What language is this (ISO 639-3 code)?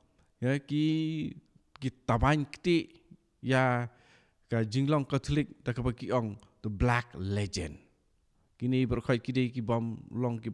kha